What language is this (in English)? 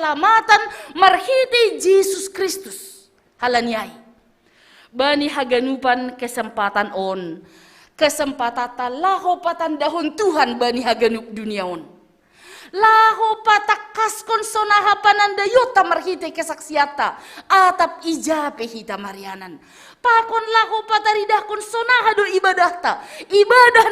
Batak Simalungun